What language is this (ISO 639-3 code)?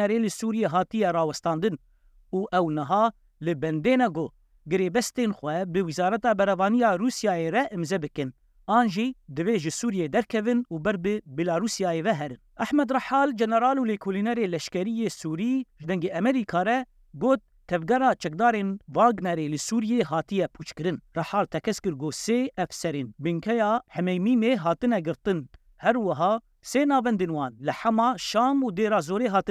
kur